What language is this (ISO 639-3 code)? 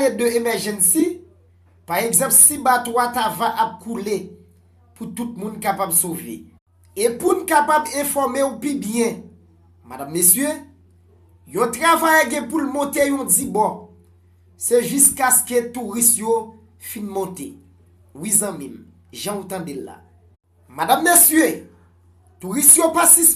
hat